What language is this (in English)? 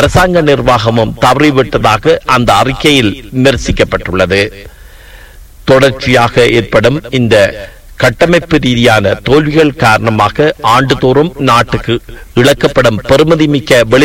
Tamil